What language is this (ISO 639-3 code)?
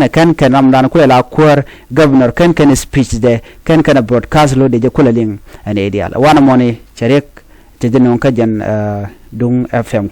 nus